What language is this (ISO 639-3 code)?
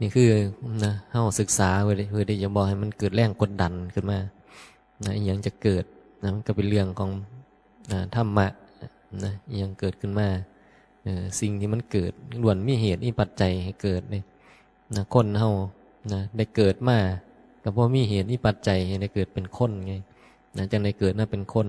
tts